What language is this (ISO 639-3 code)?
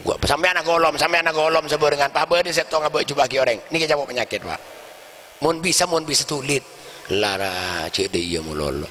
mad